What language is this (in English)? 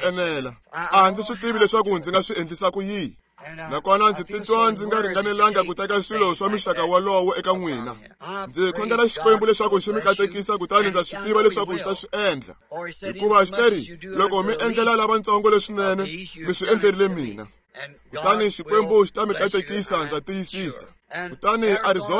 Tsonga